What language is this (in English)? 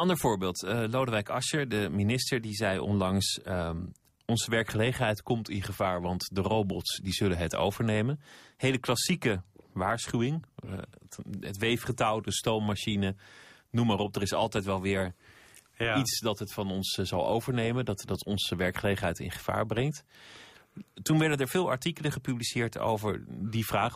Dutch